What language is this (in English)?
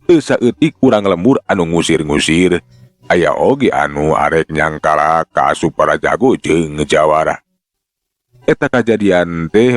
Sundanese